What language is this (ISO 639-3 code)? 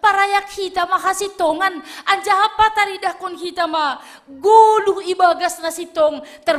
bts